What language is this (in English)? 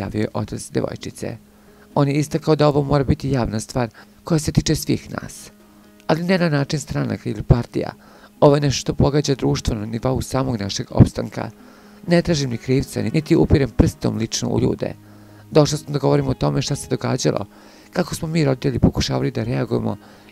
Serbian